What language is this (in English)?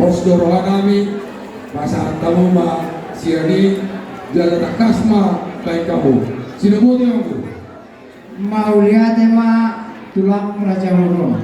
Batak Toba